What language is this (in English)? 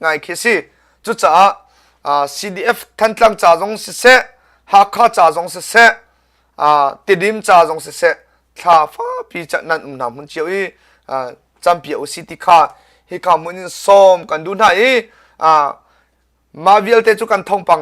Hakha Chin